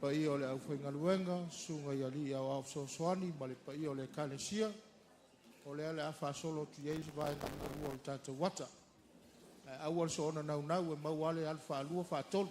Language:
Samoan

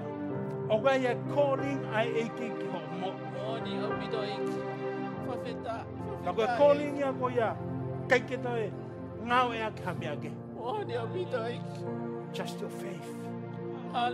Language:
Tongan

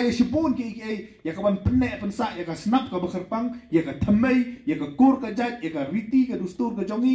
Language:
Khasi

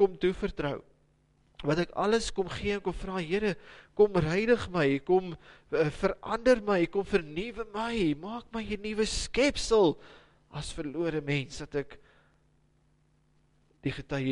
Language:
Afrikaans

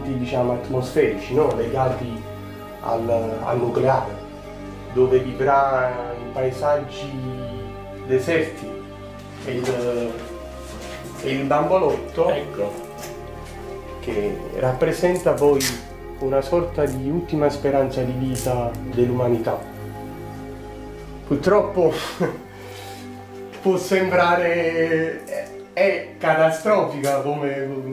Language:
Italian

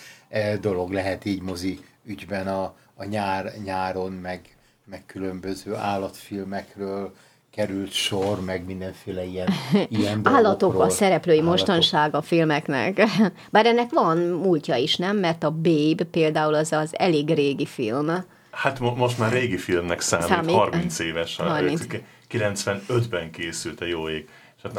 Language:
Hungarian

